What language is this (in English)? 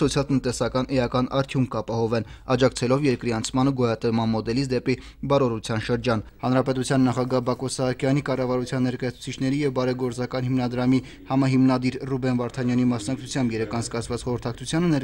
Armenian